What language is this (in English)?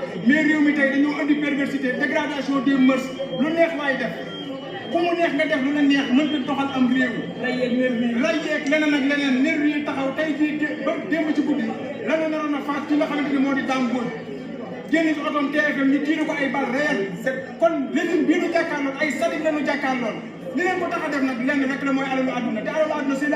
Wolof